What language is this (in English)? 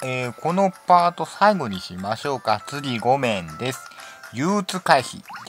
Japanese